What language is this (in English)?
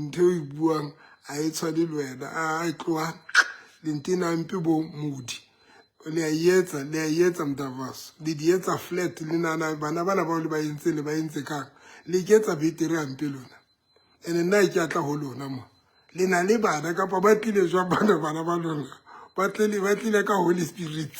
Southern Sotho